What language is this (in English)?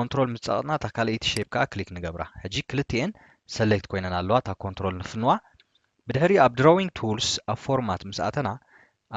Tigrinya